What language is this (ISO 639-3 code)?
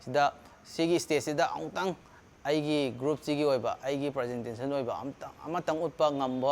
mni